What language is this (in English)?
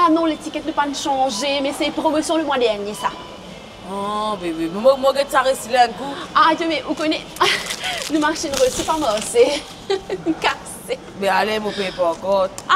Morisyen